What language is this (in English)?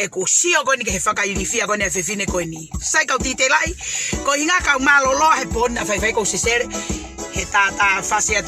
Tongan